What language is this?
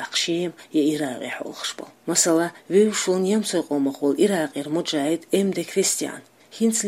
Chechen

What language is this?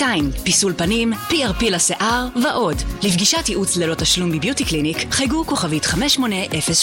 Hebrew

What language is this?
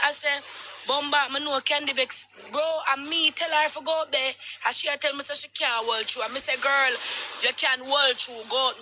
Jamaican Creole English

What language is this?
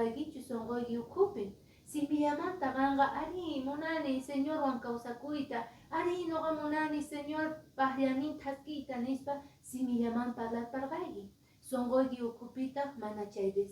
Quechua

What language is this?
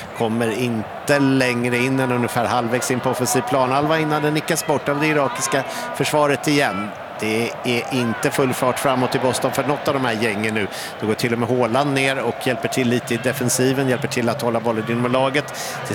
Swedish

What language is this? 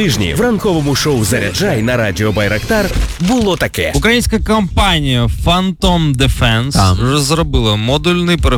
Ukrainian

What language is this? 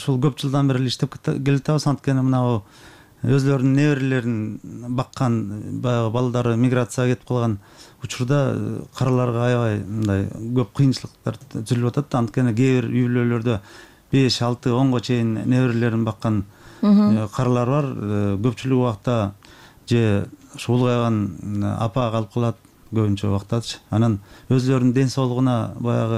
Kyrgyz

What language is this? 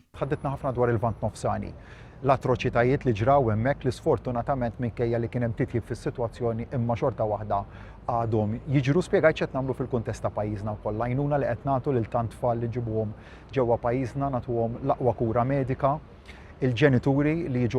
Maltese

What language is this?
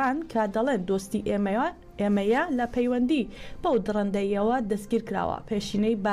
Central Kurdish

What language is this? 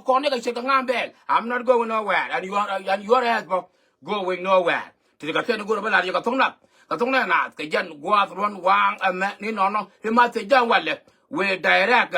Nuer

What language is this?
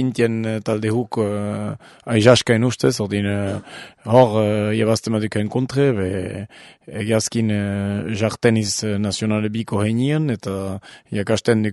Basque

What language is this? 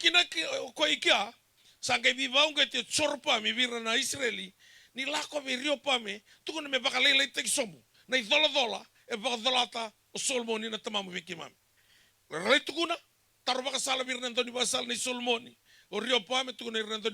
Fijian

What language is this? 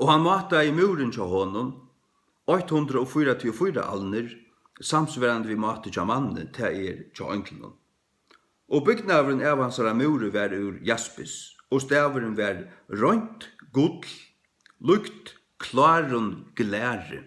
Faroese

